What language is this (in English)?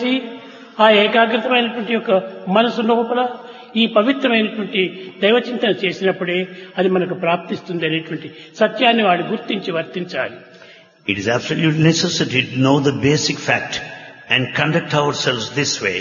Telugu